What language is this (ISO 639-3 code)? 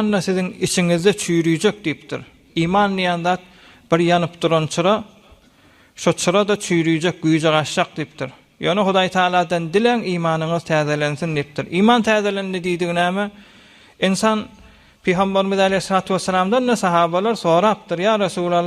tuk